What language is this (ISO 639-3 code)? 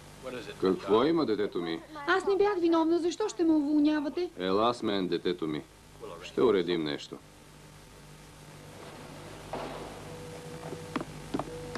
bul